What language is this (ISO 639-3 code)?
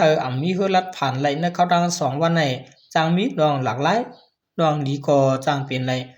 shn